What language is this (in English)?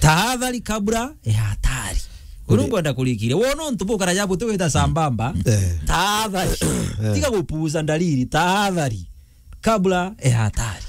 Meru